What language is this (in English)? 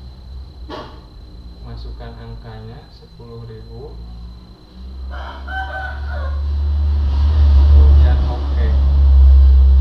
Indonesian